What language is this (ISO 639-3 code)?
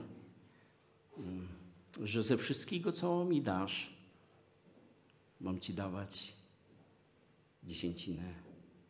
pol